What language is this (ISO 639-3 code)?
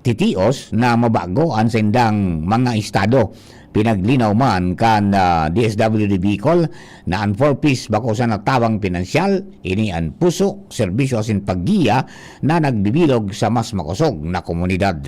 bik